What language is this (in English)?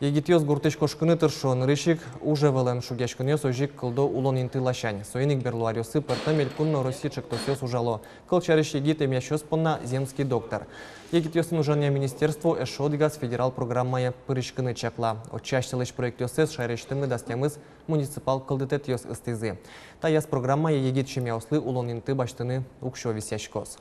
Udmurt